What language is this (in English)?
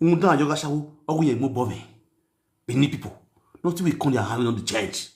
Nigerian Pidgin